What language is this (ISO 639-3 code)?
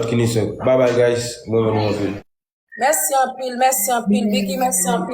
hat